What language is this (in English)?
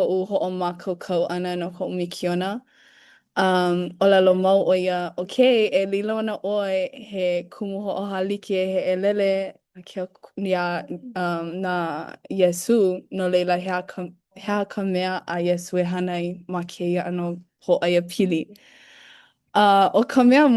Hawaiian